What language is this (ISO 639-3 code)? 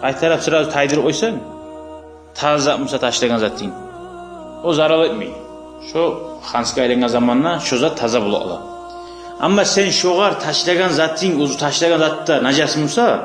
kum